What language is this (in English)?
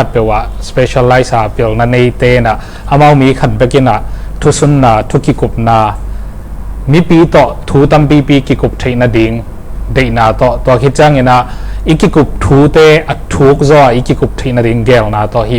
Tedim Chin